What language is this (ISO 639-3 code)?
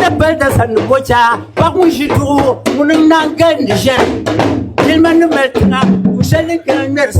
dag